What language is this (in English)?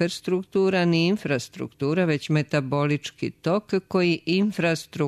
Serbian